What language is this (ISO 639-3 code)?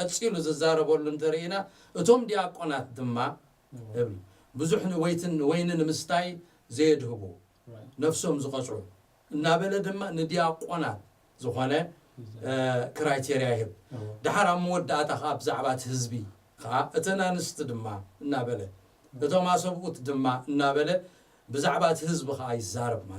tir